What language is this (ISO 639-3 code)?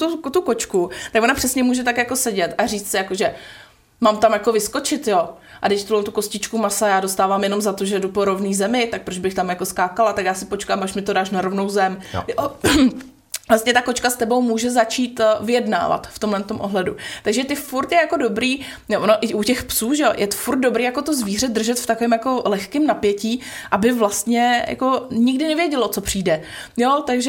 ces